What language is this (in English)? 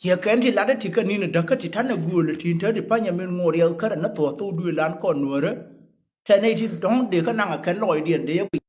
Nuer